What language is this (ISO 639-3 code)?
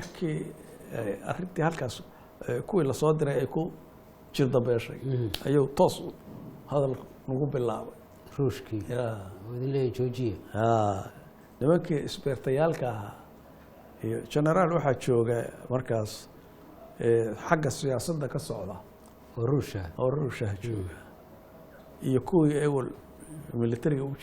som